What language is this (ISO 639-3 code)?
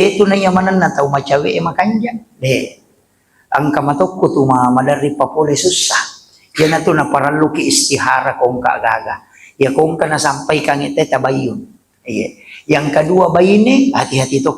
bug